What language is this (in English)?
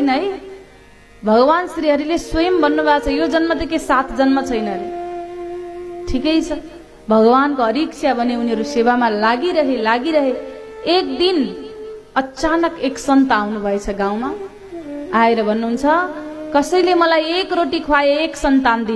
Nepali